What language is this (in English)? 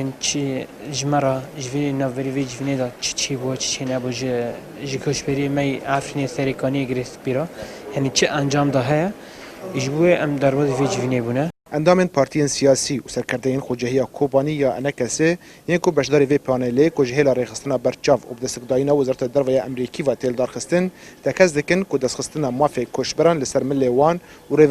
Kurdish